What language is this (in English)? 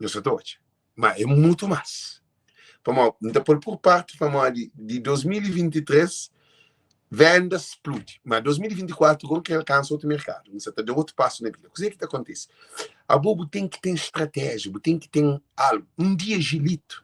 Kabuverdianu